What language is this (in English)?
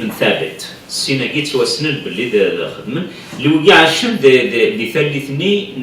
Kabyle